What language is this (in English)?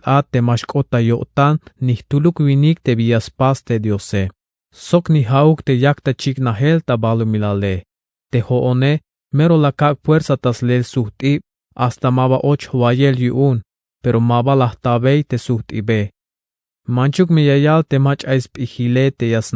Tzeltal